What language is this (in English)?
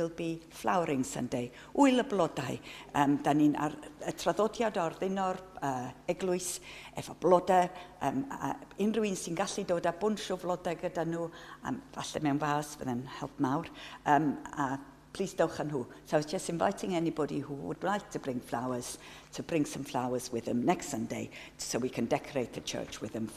Welsh